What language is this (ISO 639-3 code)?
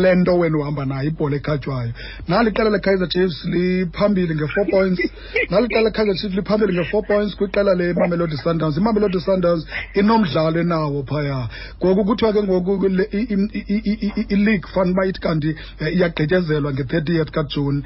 xho